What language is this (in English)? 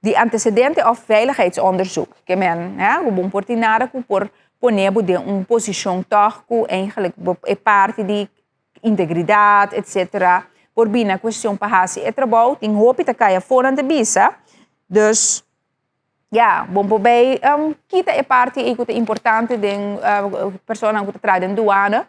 Papiamento